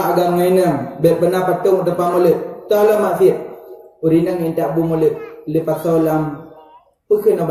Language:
Achinese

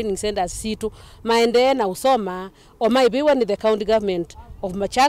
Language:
Kamba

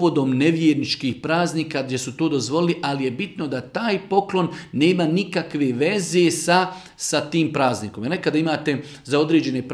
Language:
Bosnian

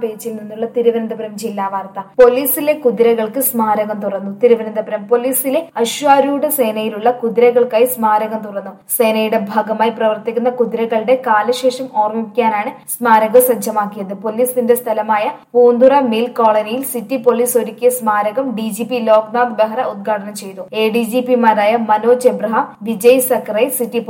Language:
Malayalam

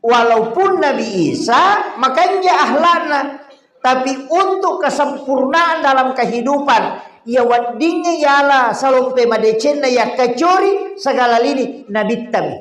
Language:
Buginese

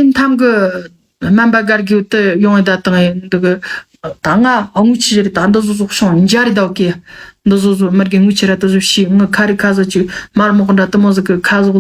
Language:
Tibetan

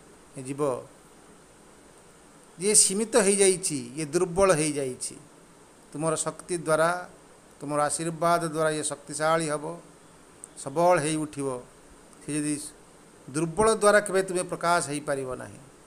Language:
Odia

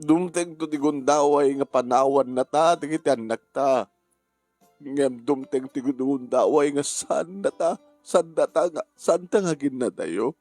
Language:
Iloko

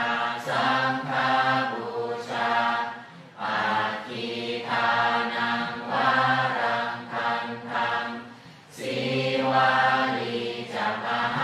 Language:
Pali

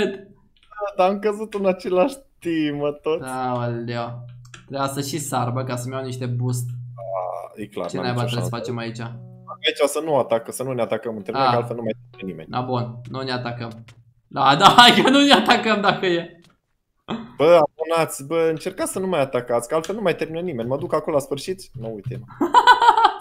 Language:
Romanian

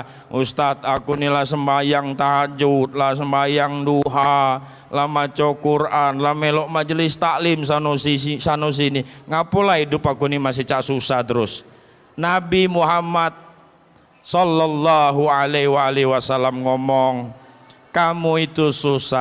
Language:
Musi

